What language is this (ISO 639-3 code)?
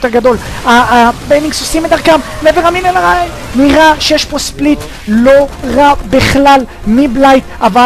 heb